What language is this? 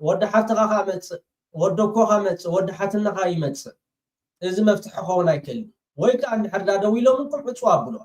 Tigrinya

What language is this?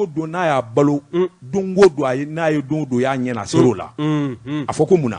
Bambara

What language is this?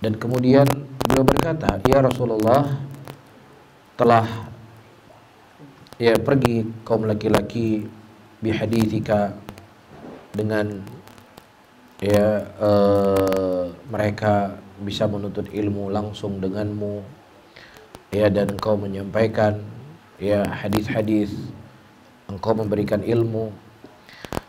Indonesian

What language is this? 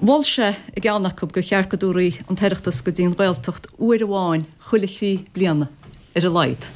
Irish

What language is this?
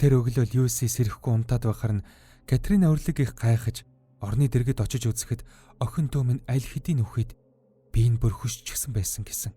Mongolian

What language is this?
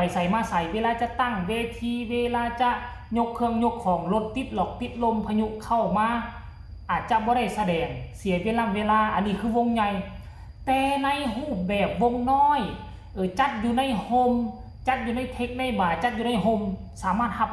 Northeastern Thai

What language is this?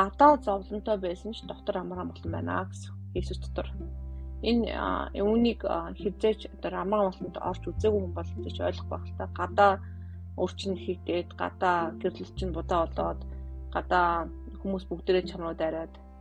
Mongolian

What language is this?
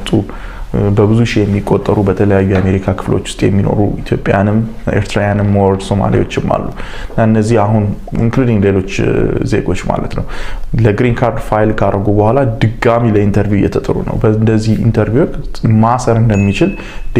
Amharic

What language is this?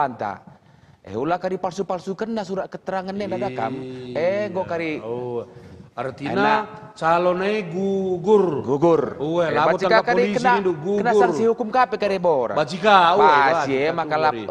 Batak Karo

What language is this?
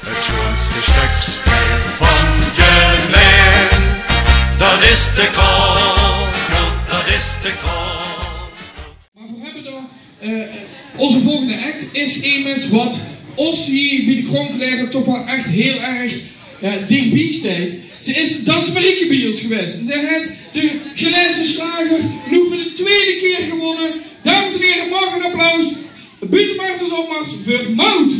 Limburgish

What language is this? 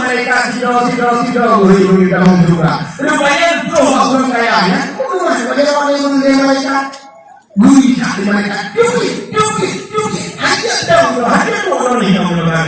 Achinese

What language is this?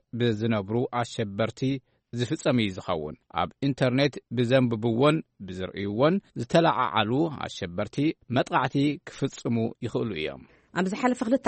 Tigrinya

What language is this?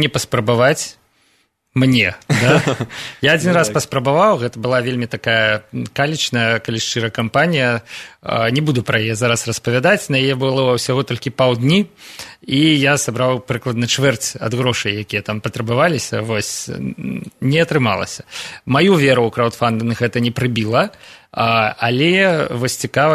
Belarusian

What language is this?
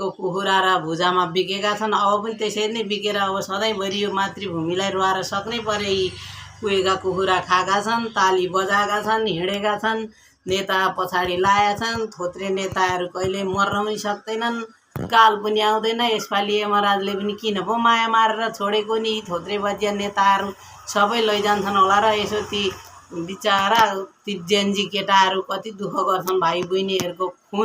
Nepali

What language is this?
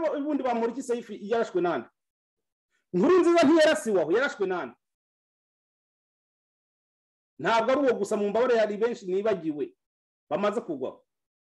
Kinyarwanda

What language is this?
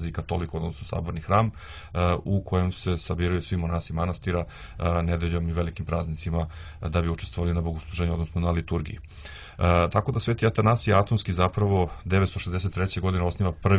Serbian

